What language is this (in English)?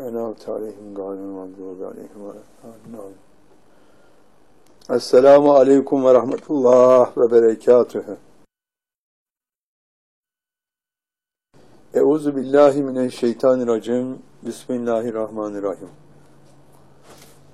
Turkish